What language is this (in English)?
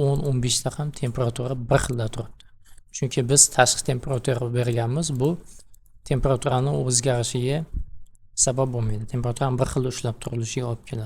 Uzbek